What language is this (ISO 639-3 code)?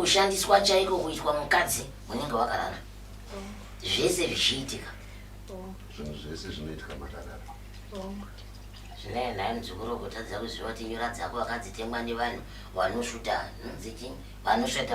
sna